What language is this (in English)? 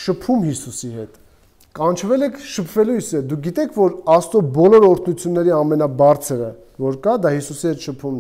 Armenian